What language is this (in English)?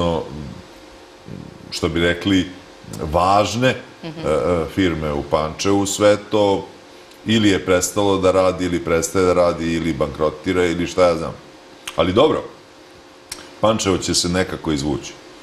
Serbian